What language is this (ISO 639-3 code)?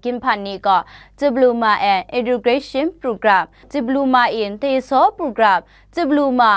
kac